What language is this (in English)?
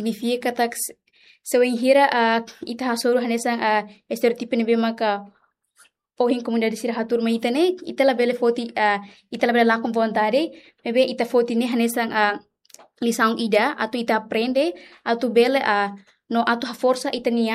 Tetum